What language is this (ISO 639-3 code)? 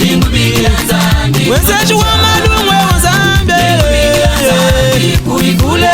lua